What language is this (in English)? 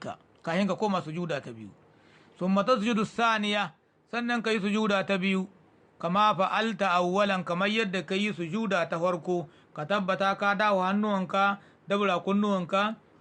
Hausa